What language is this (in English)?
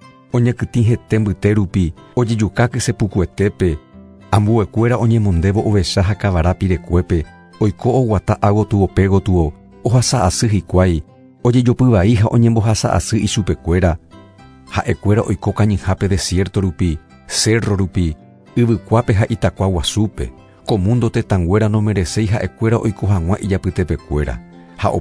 Guarani